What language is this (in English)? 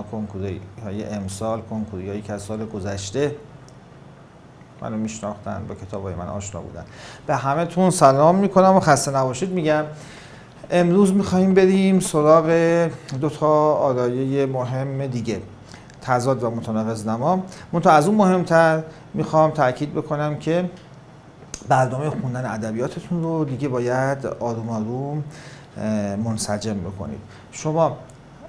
Persian